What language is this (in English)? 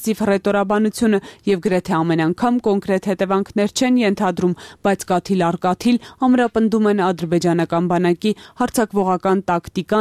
Armenian